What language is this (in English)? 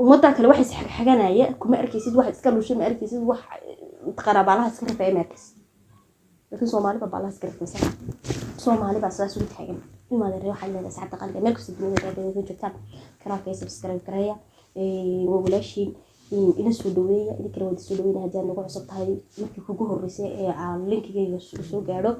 Somali